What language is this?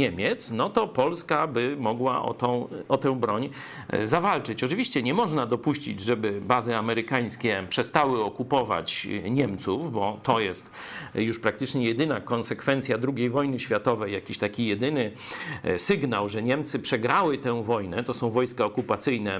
Polish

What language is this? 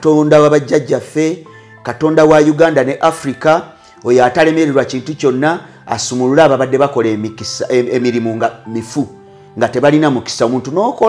Ganda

